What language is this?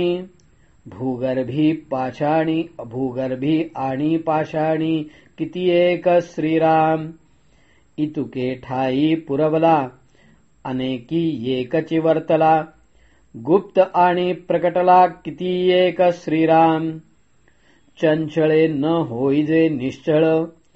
Marathi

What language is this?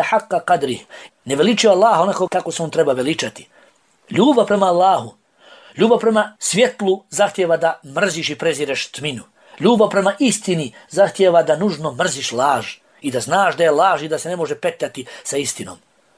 Bosnian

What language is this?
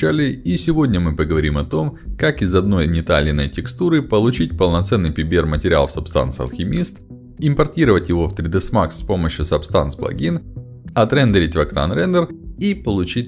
Russian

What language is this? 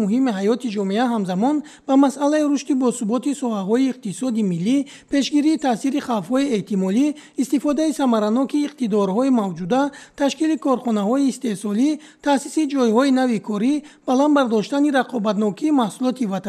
Tajik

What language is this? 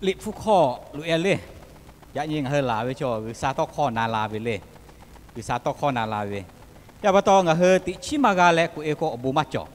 Lahu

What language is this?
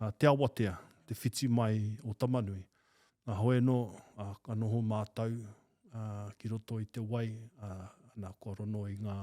Māori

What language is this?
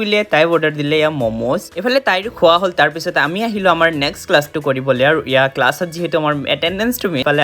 Assamese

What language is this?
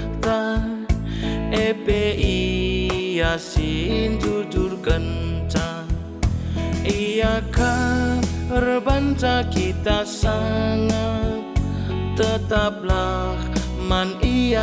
Batak Karo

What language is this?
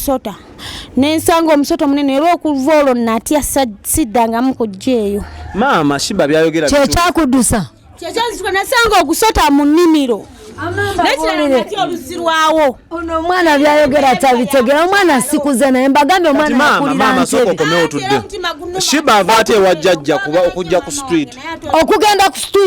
Ganda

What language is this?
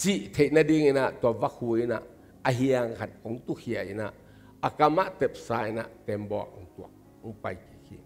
Tedim Chin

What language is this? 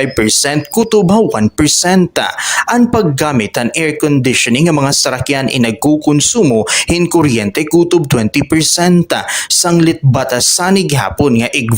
Waray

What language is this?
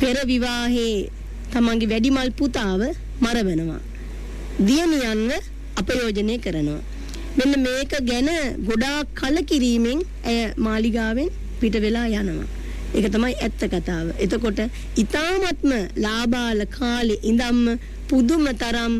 Sinhala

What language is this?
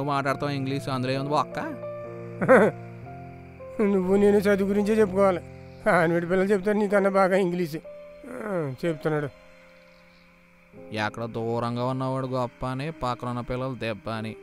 Telugu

